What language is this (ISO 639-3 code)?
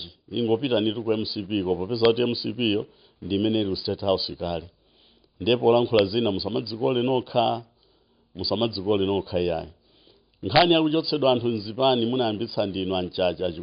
nya